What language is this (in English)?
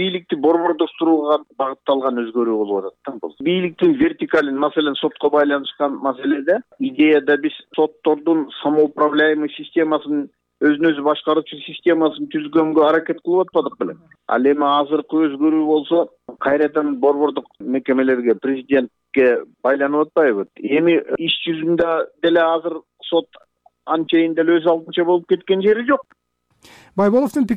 Kyrgyz